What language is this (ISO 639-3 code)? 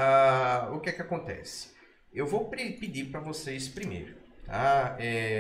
por